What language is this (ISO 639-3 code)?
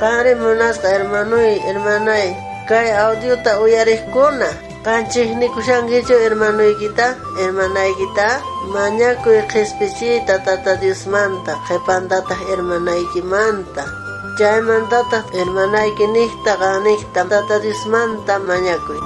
quh